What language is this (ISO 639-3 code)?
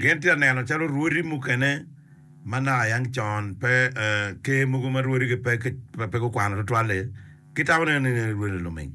ach